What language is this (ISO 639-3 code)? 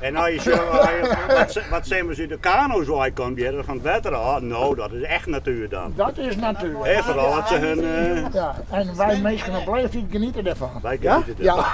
fry